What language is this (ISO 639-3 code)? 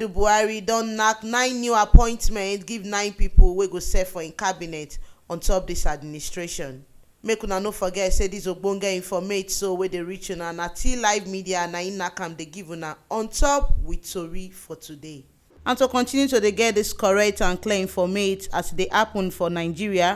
pcm